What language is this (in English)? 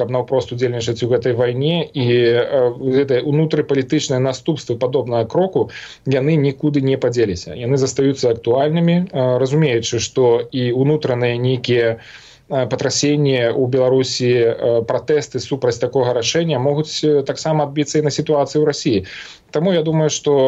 Belarusian